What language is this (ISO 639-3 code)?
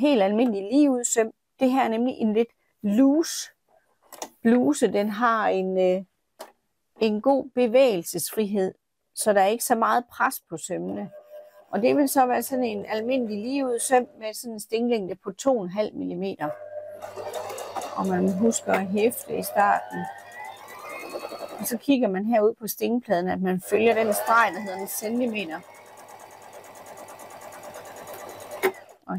dan